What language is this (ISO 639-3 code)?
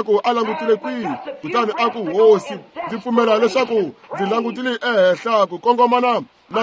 tso